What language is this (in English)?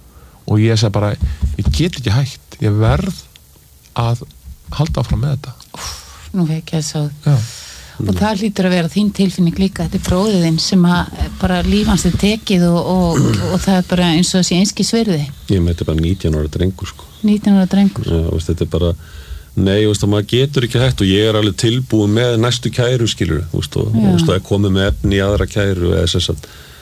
Icelandic